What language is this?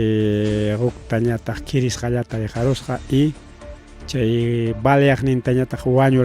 Ayacucho Quechua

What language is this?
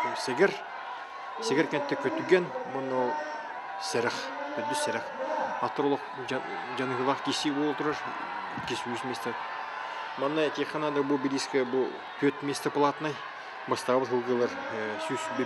Yakut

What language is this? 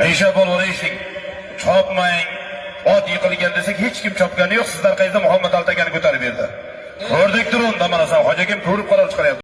Uzbek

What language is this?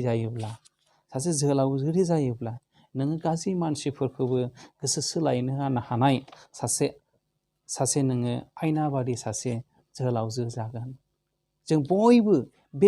Bodo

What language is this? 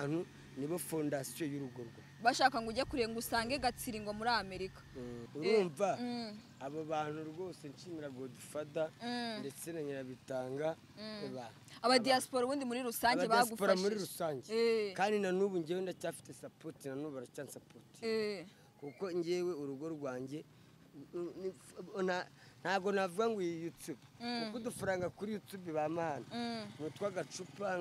Kinyarwanda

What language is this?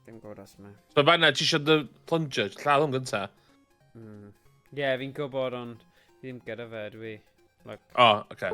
Welsh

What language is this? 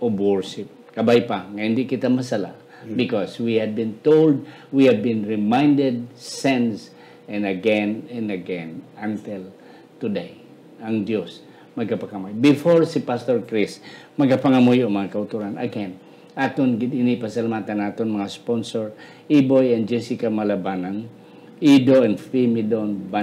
Hiligaynon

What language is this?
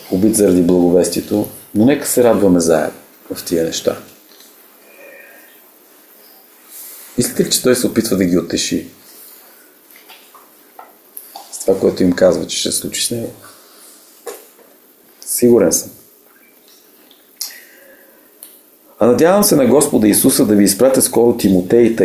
Bulgarian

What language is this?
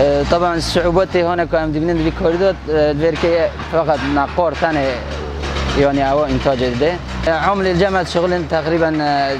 Kurdish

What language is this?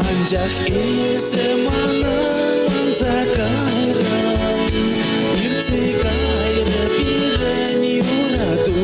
Chuvash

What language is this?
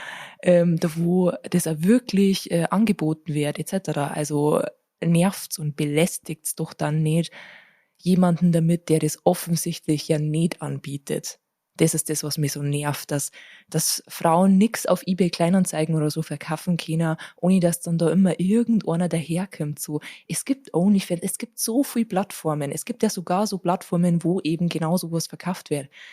Bavarian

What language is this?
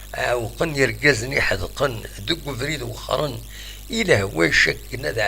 Kabyle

